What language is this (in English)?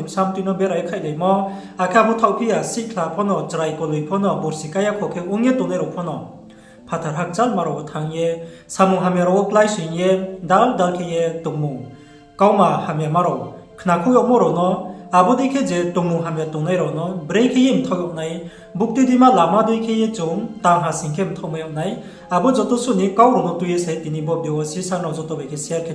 Riang (India)